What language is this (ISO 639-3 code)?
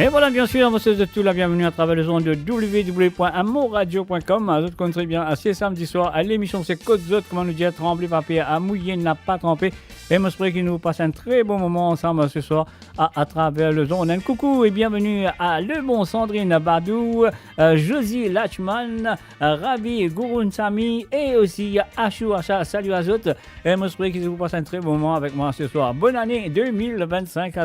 mfe